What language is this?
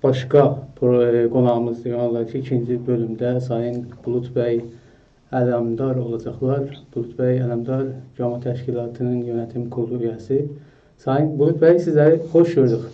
South Azerbaijani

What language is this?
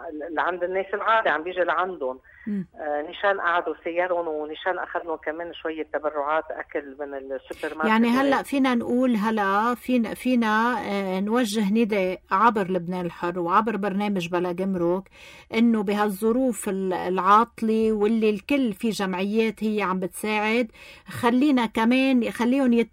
North Levantine Arabic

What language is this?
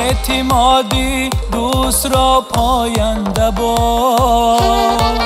Tajik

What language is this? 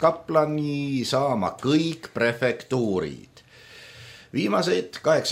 Estonian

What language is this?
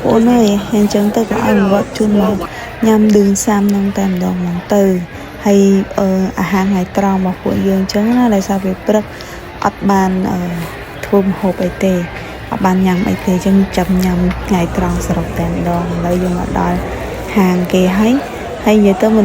Khmer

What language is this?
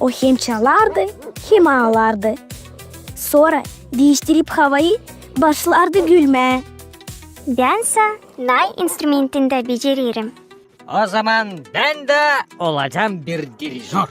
Gagauz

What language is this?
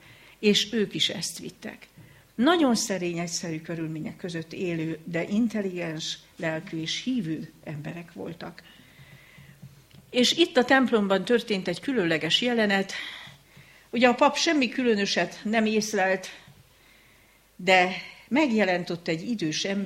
Hungarian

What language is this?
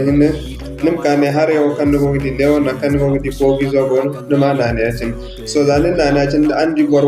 Zarma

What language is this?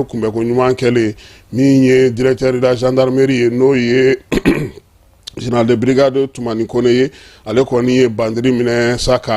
Bambara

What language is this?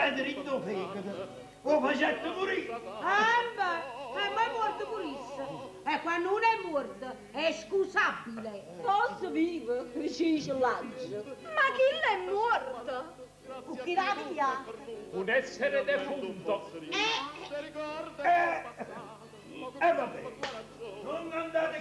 Neapolitan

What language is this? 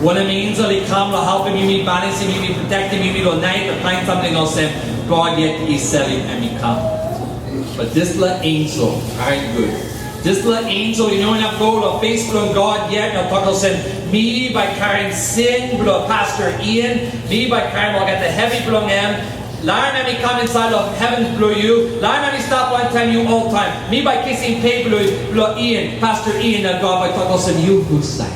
Tok Pisin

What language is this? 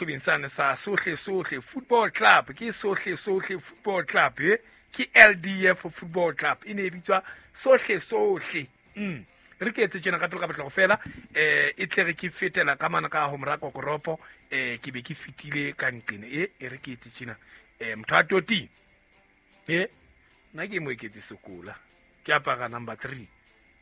Southern Sotho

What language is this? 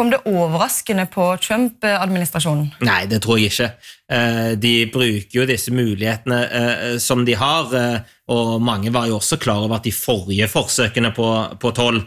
Norwegian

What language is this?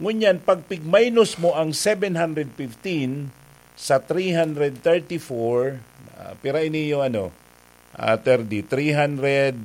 Bikol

